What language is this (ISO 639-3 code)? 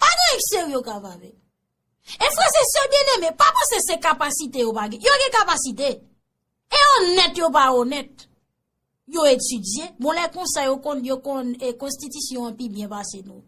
hat